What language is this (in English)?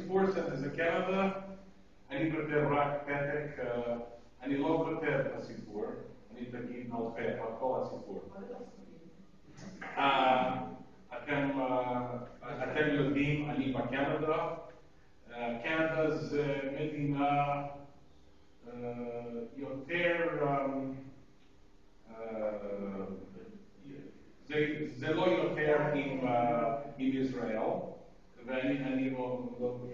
Hebrew